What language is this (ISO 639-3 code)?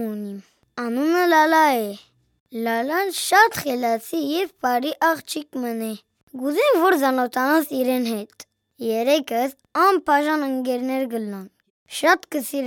hyw